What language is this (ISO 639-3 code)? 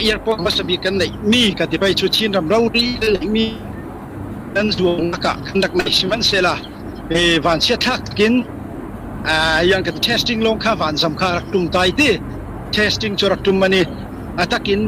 cfm